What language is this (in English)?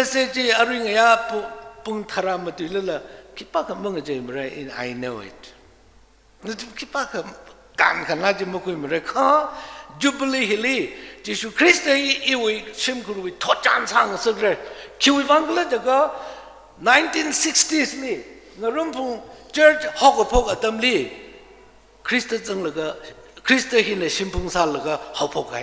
Tangkhul Naga (India)